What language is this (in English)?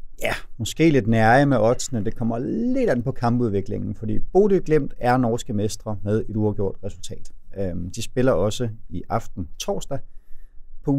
Danish